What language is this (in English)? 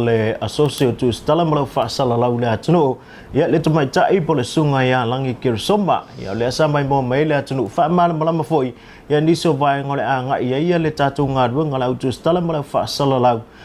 Samoan